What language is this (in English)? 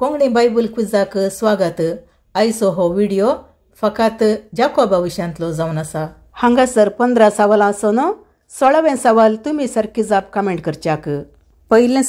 Konkani